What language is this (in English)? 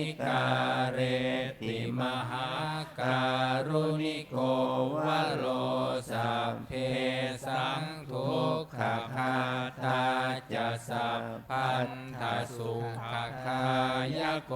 Pali